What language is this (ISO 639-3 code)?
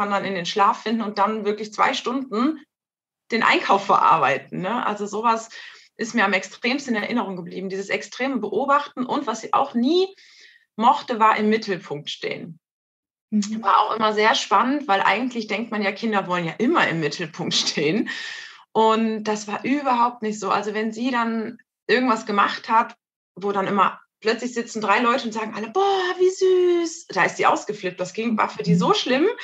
deu